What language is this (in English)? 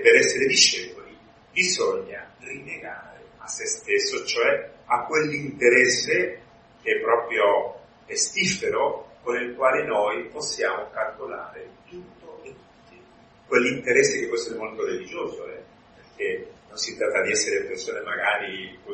Italian